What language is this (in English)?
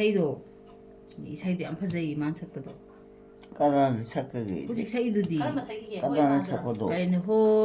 Manipuri